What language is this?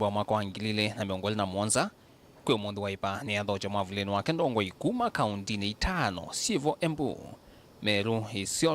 Kamba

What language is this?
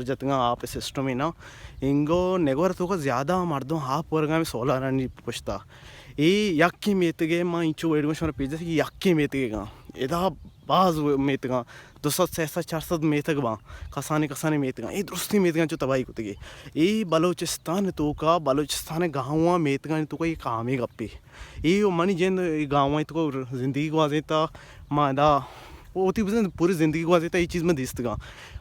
Baluchi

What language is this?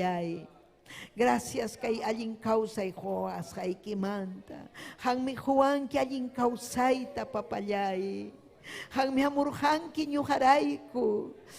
Ayacucho Quechua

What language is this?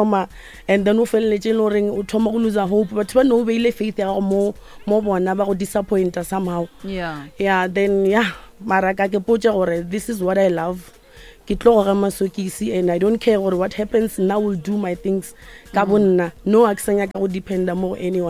Northern Sotho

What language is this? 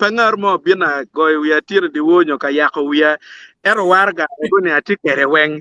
Acoli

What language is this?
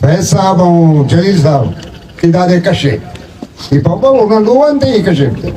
Brahui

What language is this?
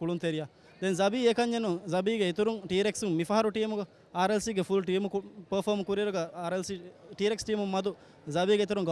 Divehi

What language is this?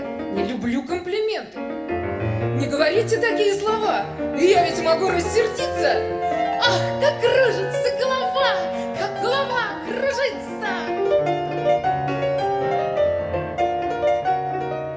Russian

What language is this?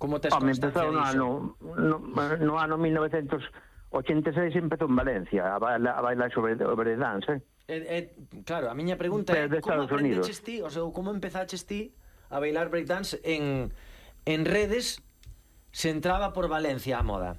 Galician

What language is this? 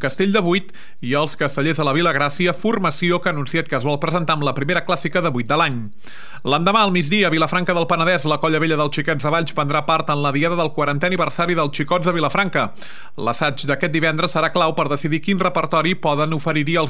Catalan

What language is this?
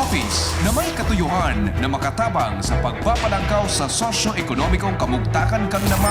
Bikol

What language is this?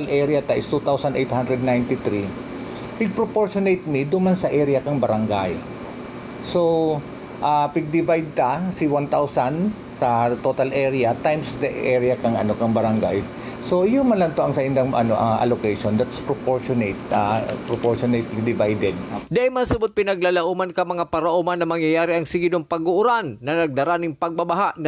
Bikol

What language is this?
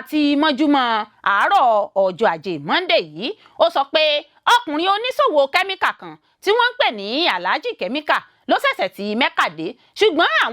Yoruba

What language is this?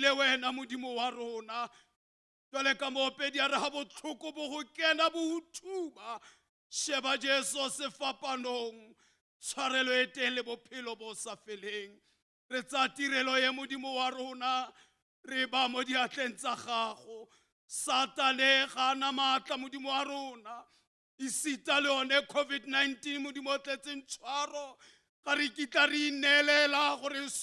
Tswana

